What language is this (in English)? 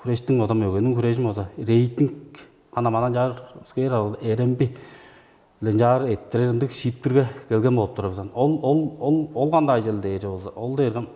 Tuvinian